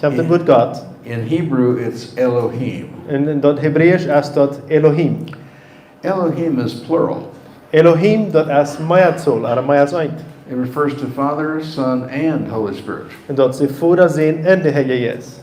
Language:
Plautdietsch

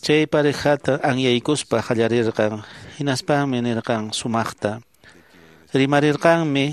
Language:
Quechua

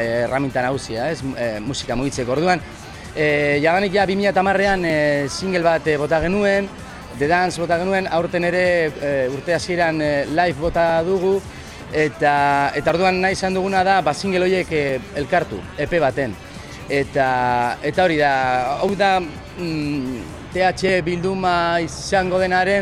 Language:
Basque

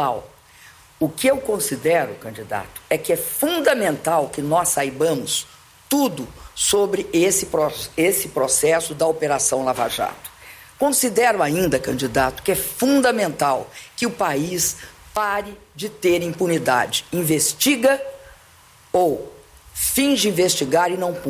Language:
Portuguese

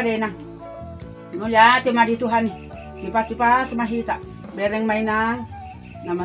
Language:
Batak Toba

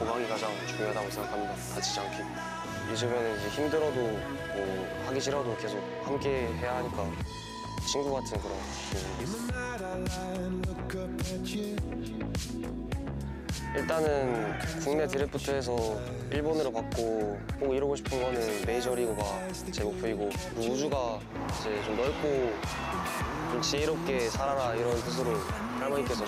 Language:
Korean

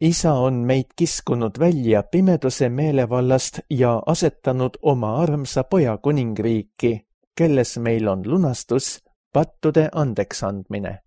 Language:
Estonian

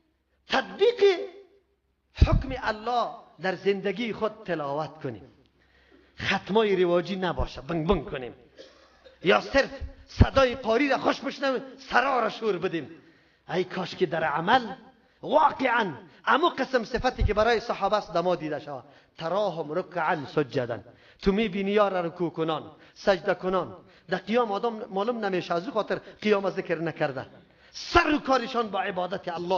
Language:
Persian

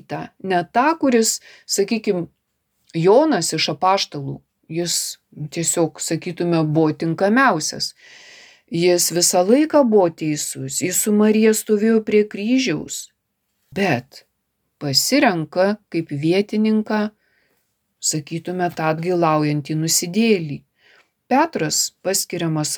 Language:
Lithuanian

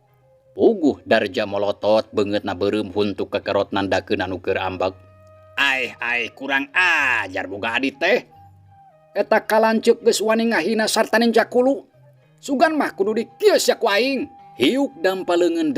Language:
Sundanese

